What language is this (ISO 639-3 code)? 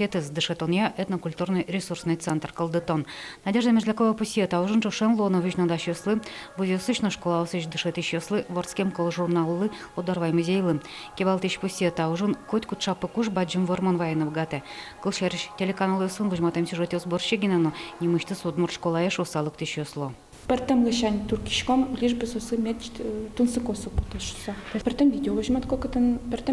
udm